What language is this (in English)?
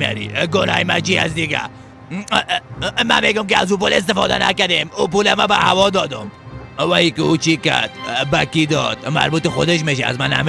Persian